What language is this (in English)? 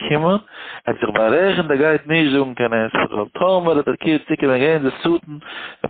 Yiddish